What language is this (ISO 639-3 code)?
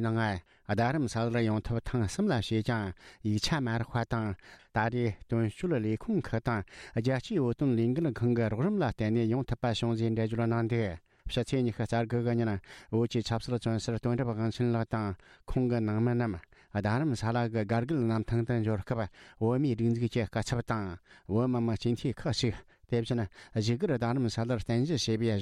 bod